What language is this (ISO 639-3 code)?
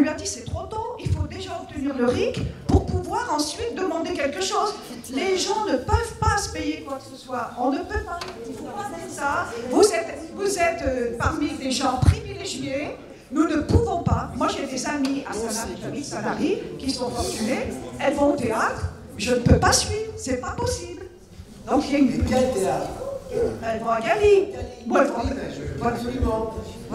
fra